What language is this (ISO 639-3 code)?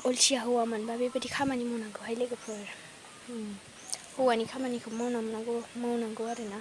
brx